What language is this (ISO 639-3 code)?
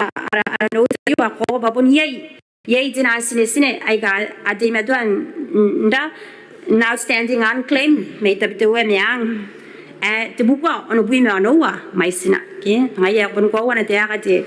gil